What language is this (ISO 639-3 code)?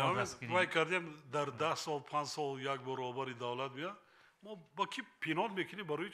tgk